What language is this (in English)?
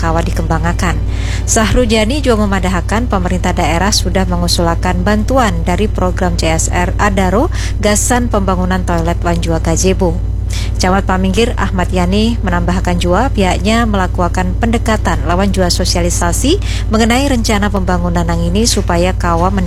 Banjar